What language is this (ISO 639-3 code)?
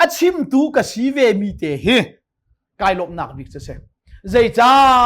cnh